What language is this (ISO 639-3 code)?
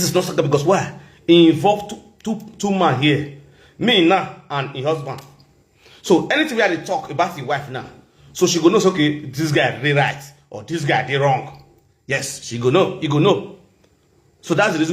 pcm